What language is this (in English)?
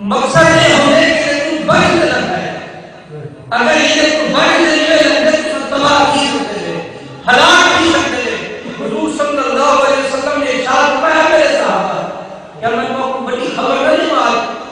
Saraiki